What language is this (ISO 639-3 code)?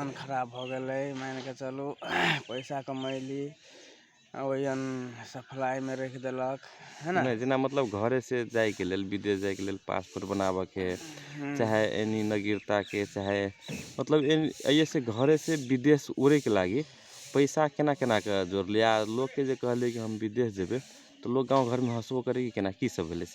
mag